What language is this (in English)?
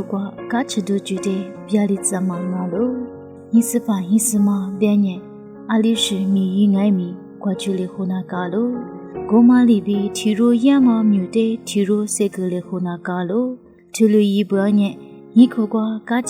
Lisu